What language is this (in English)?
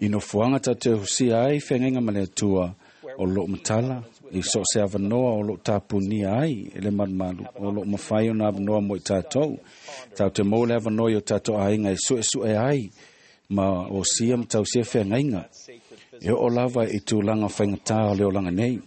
Samoan